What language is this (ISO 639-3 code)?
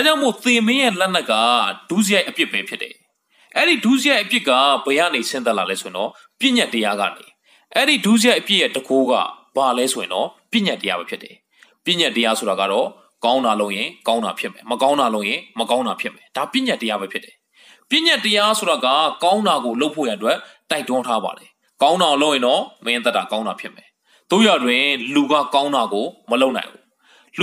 mya